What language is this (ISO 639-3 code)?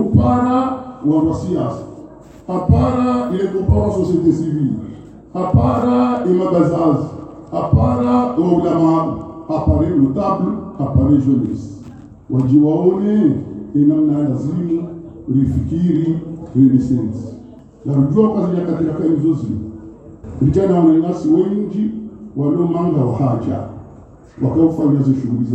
swa